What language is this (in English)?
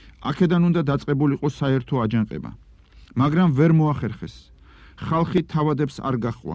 Georgian